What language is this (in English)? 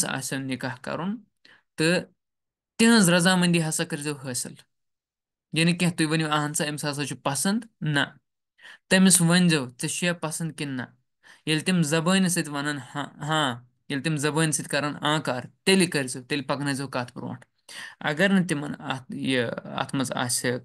Kashmiri